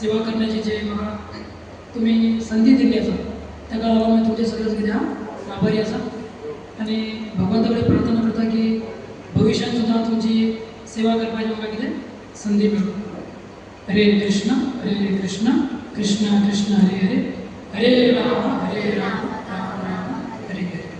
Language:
Konkani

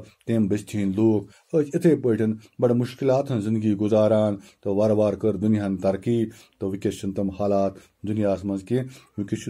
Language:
Kashmiri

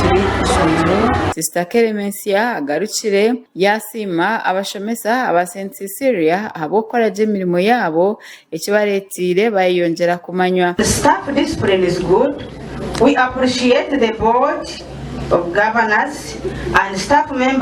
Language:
Nyankole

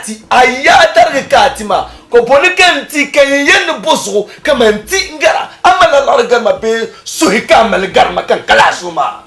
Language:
Dagbani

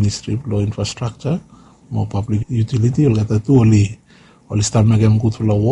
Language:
Bislama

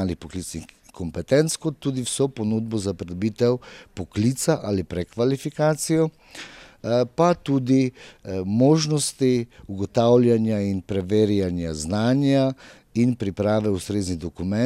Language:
Slovenian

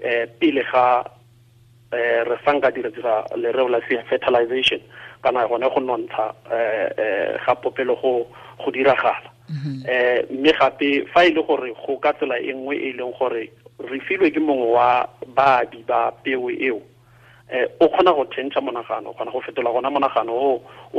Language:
Tswana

